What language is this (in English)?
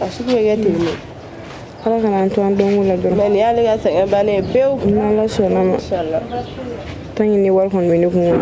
Bambara